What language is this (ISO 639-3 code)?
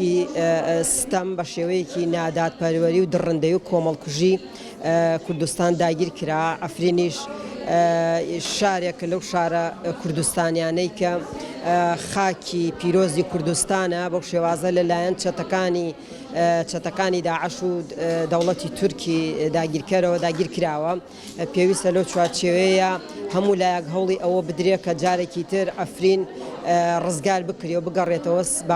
ckb